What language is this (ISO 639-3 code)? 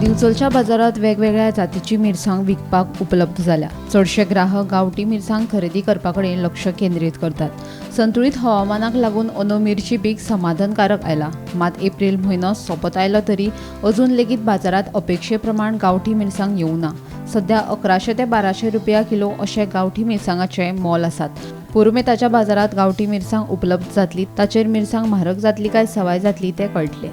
kok